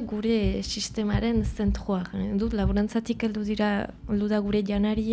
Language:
Basque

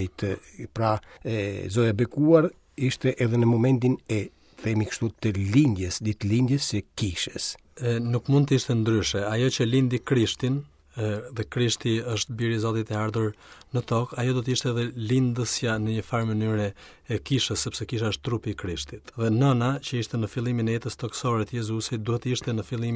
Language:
Albanian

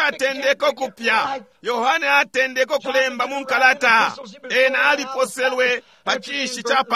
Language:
Bemba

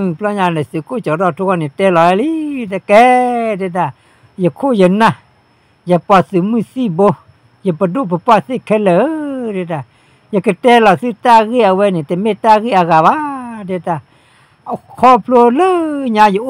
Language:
S'gaw Karen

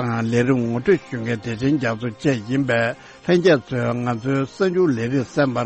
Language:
Tibetan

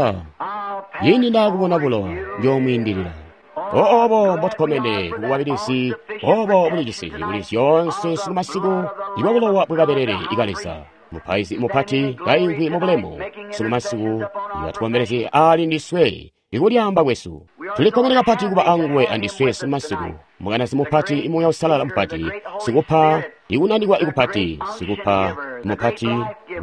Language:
Tonga (Zambia)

